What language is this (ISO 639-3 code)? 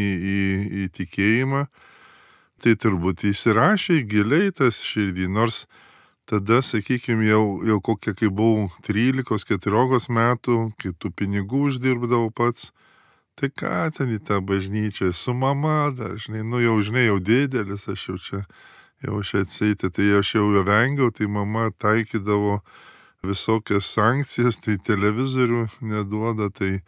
lit